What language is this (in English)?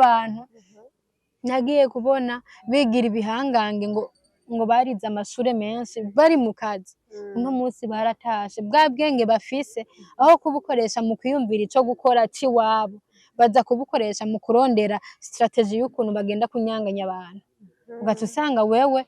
Rundi